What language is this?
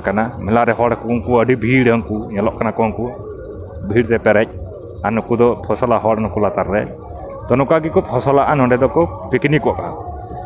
Santali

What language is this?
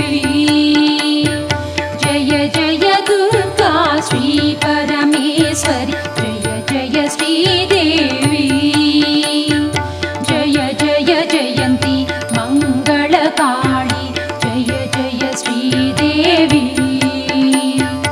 Tamil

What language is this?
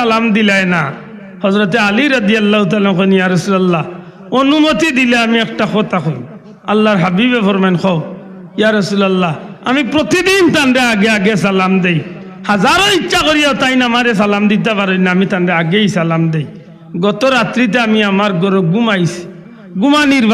Sylheti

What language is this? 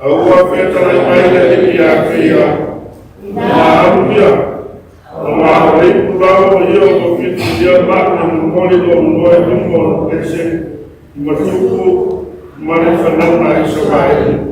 Samoan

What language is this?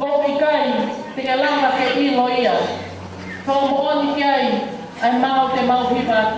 Tongan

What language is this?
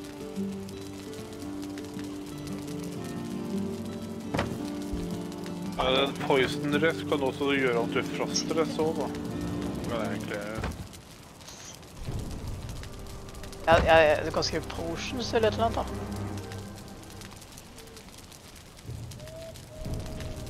Norwegian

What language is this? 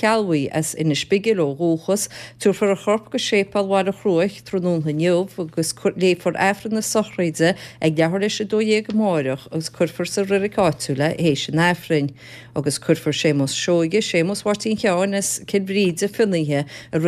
Irish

